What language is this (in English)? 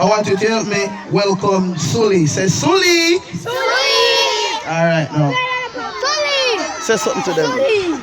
Jamaican Creole English